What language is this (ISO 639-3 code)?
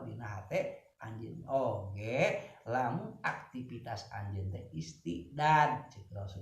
sun